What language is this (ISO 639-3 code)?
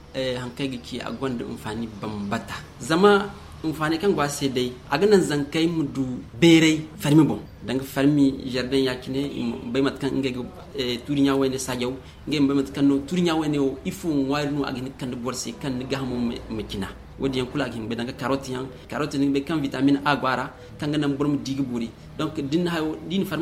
dje